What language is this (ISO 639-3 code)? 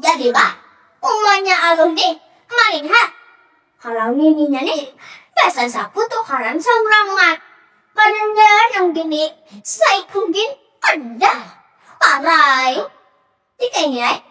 bjn